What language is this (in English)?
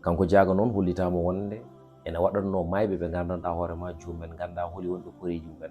Fula